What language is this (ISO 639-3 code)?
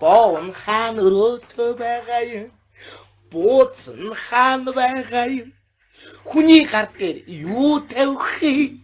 mon